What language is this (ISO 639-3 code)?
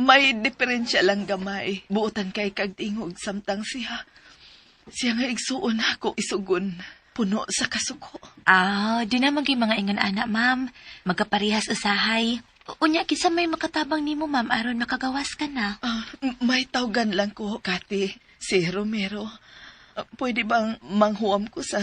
ceb